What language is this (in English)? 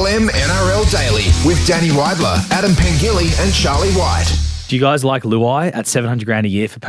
English